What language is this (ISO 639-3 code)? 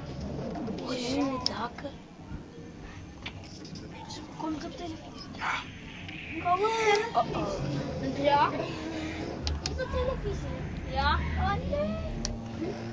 nld